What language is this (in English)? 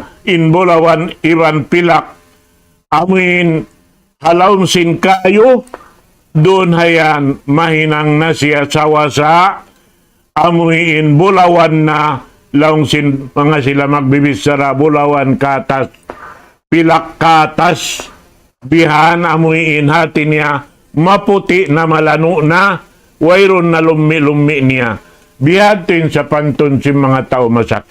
Tausug